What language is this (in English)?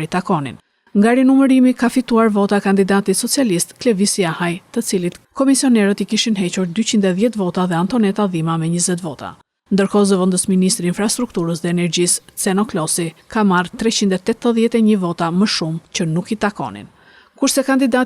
Albanian